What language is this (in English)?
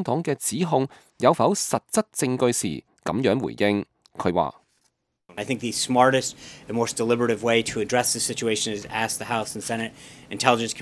Cantonese